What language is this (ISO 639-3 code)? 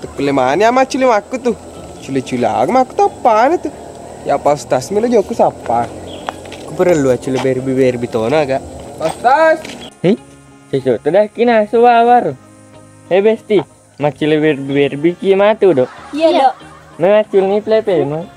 bug